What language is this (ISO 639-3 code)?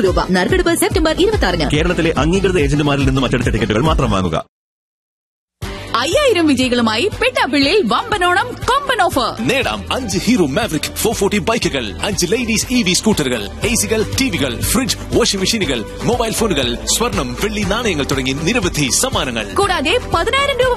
mal